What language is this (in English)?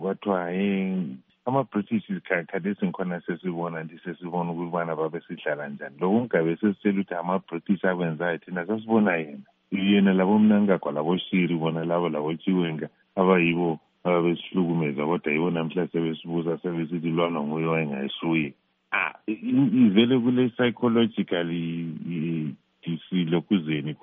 North Ndebele